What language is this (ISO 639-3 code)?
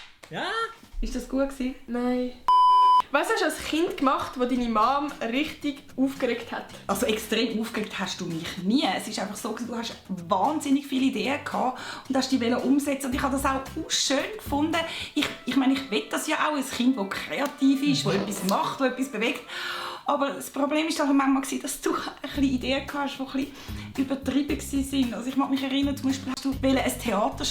gsw